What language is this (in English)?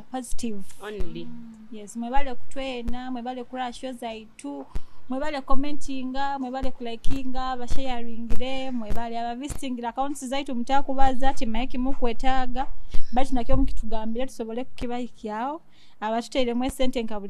Nyoro